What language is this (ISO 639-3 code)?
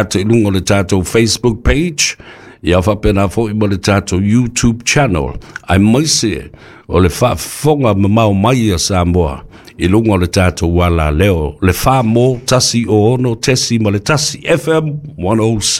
smo